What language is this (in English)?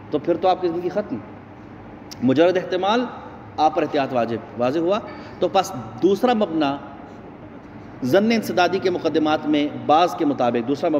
Urdu